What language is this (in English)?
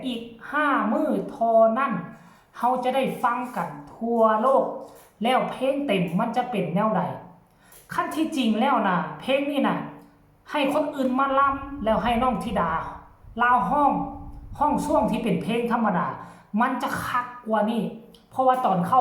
Northeastern Thai